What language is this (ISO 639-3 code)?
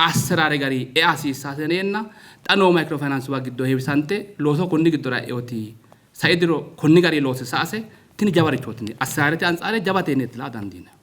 sid